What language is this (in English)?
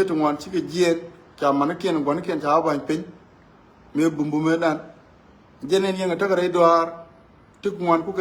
Nuer